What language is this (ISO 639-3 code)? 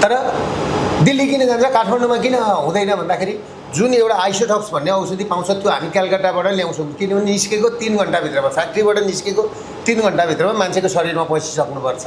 nep